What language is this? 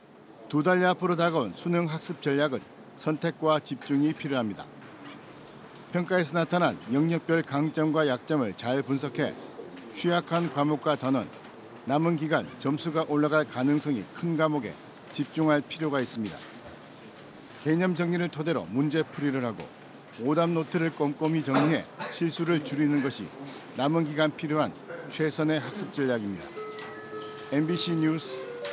Korean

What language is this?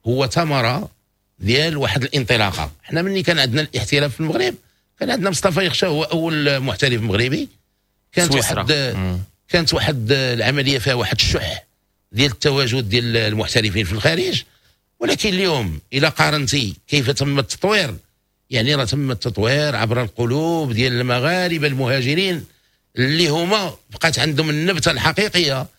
Moroccan Arabic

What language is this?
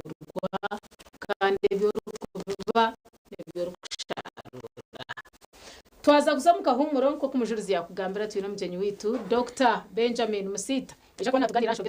Nyankole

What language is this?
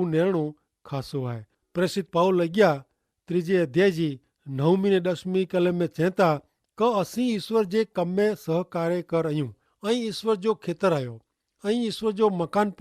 Kachhi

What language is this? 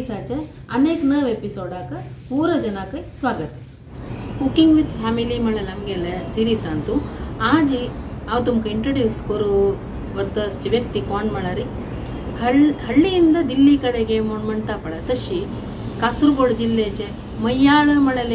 Konkani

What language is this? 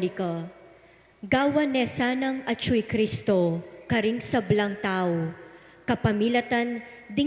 Pampanga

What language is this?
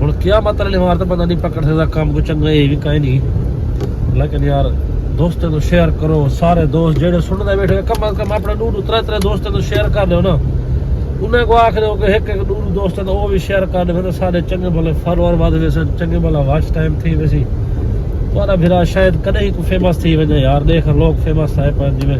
Saraiki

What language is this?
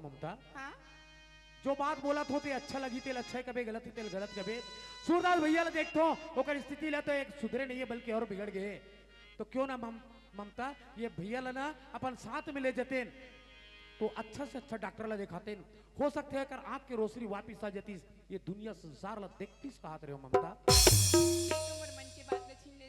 Chhattisgarhi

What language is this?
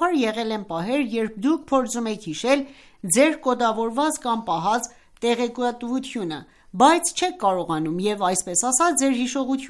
Armenian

